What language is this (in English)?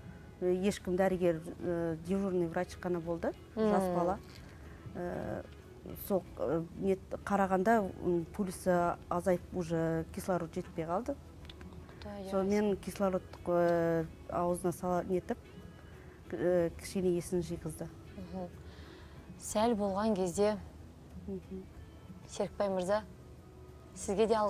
Kazakh